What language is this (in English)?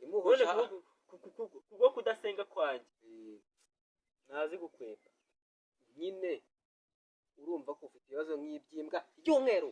Kinyarwanda